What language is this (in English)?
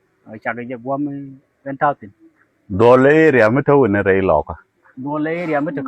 Nuer